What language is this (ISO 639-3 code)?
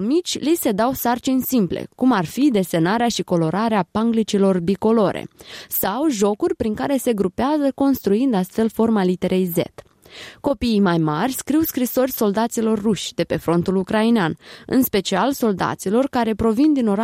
ron